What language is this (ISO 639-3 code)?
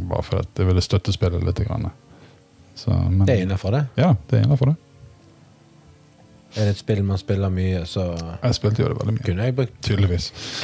nor